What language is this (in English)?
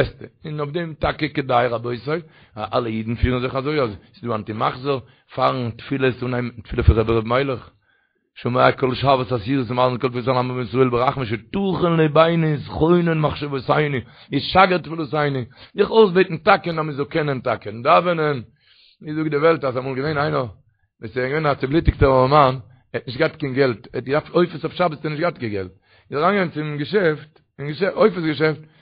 Yiddish